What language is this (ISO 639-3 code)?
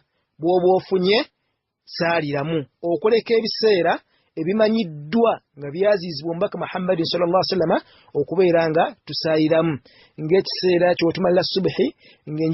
lug